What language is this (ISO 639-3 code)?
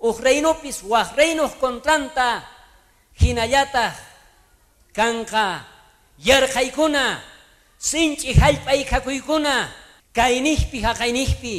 quh